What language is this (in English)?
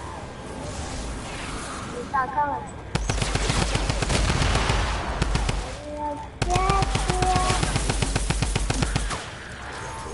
French